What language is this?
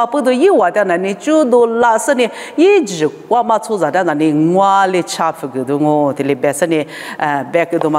Lisu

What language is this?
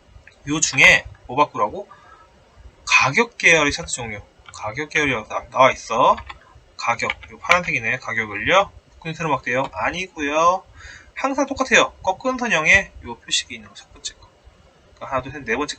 Korean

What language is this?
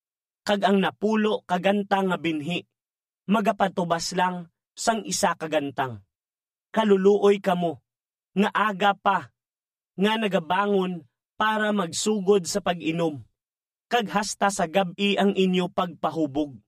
Hiligaynon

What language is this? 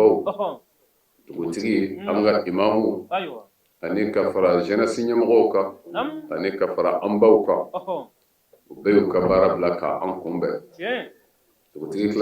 Bambara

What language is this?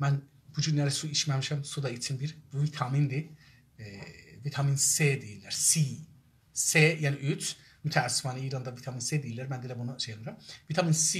South Azerbaijani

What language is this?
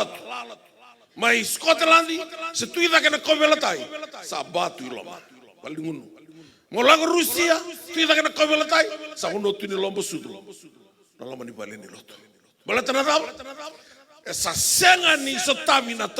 Fijian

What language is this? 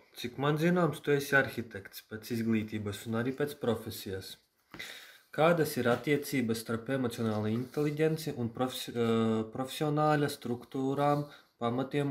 Latvian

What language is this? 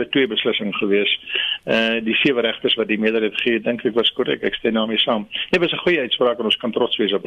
Afrikaans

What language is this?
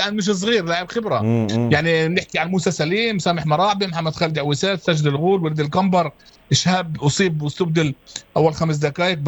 North Levantine Arabic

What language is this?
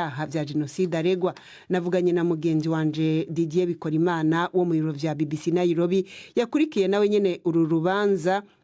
Rundi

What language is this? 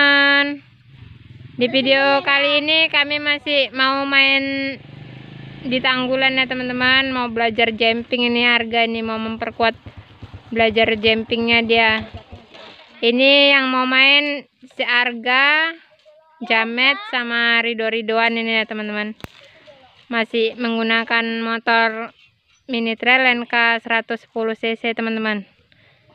Indonesian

